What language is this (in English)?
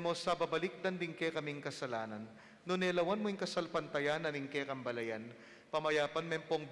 Pampanga